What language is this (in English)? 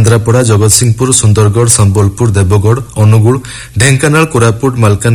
Odia